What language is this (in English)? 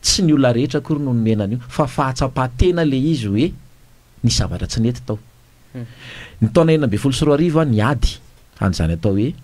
Malagasy